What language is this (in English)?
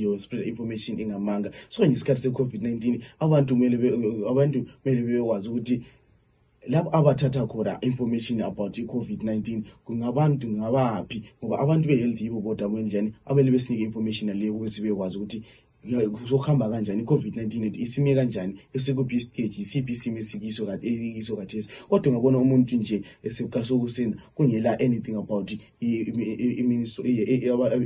North Ndebele